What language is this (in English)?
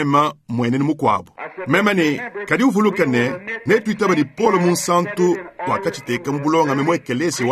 Luba-Lulua